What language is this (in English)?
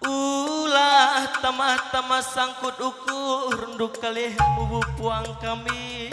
Batak Karo